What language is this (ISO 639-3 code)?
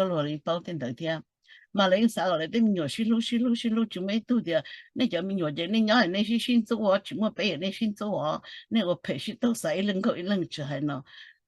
hmn